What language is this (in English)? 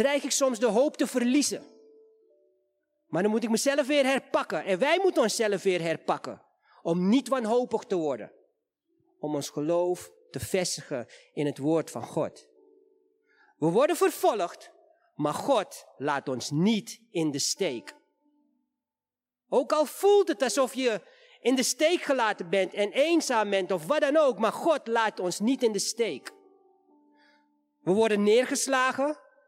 Dutch